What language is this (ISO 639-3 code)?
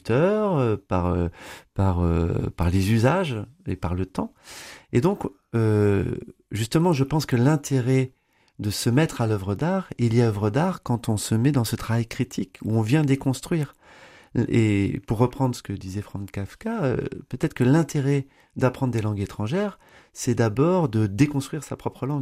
fra